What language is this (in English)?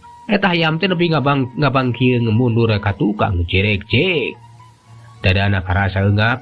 Sundanese